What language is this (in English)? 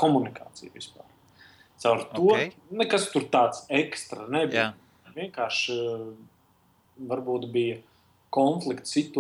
Latvian